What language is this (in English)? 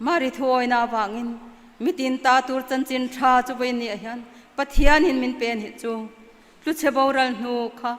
Mizo